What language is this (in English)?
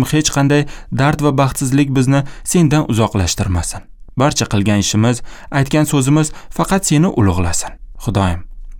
Uzbek